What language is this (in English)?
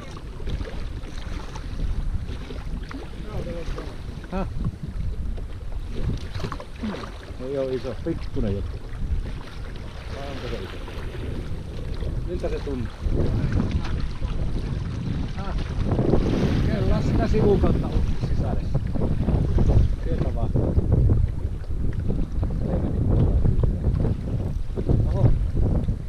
Finnish